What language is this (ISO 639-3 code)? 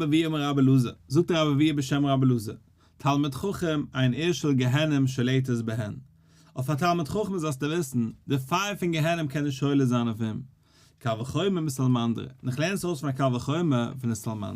yid